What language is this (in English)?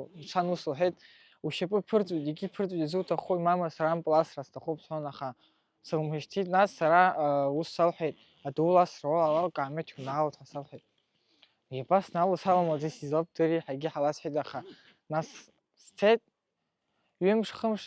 Abkhazian